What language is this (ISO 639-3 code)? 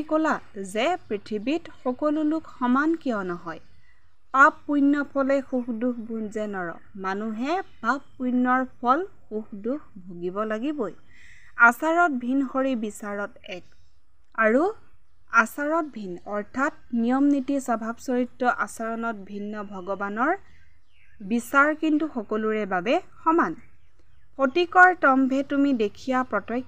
asm